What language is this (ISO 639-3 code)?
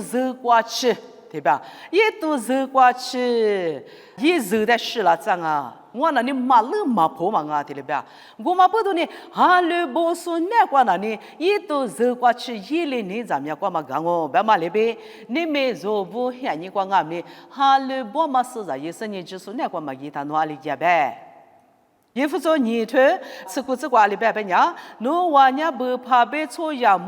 lis